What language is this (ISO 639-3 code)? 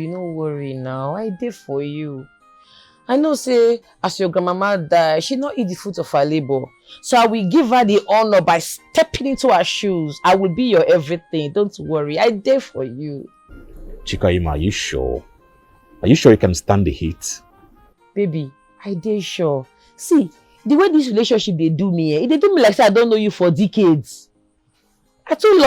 pcm